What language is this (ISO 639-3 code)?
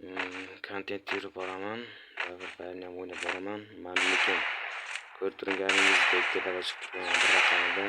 uzb